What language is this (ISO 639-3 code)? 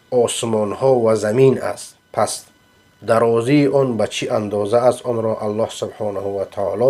fas